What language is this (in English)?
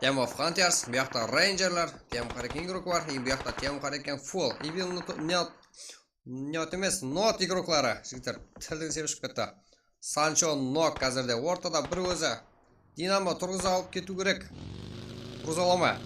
Kara-Kalpak